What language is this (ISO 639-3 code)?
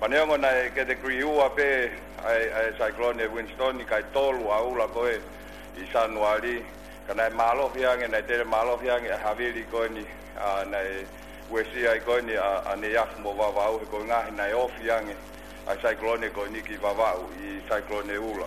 ton